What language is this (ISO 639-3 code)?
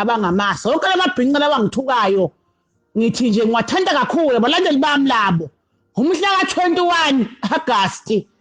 zul